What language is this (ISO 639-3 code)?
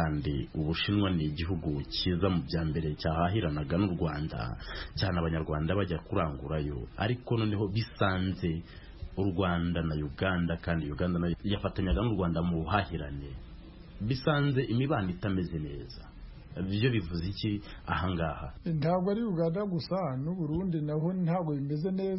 kin